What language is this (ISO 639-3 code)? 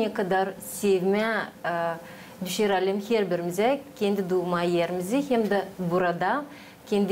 gag